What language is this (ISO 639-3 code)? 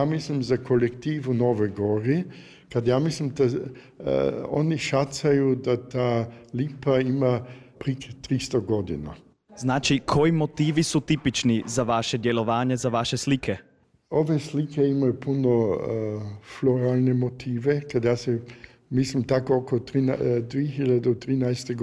hrv